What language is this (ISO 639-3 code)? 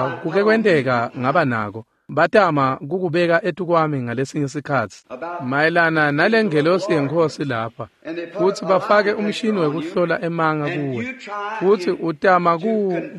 ssw